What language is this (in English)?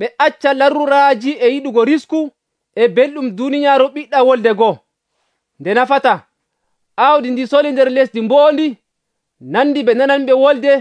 Nigerian Fulfulde